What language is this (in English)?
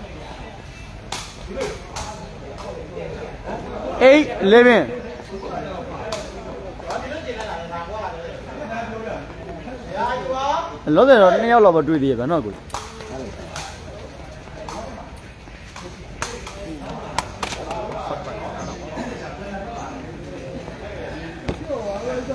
Burmese